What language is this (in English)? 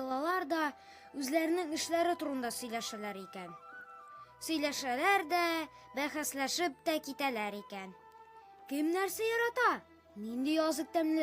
Tatar